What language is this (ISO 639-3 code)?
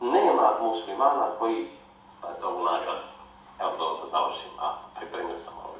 bos